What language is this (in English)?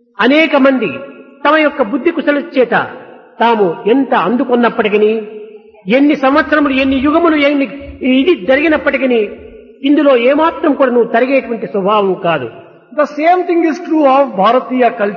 Telugu